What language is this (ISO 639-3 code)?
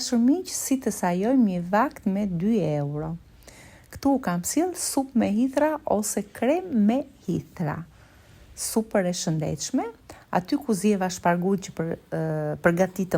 sqi